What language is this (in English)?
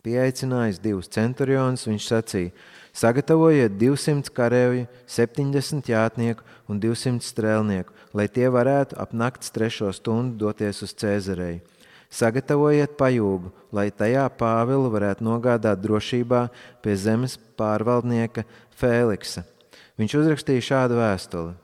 Latvian